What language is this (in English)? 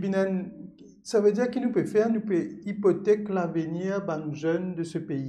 Morisyen